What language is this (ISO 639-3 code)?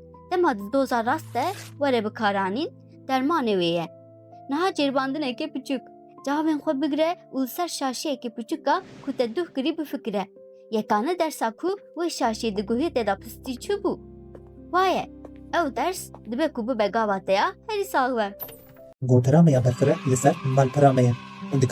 kur